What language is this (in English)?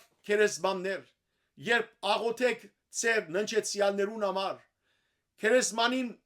Western Armenian